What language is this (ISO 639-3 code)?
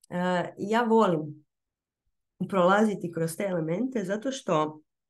hrv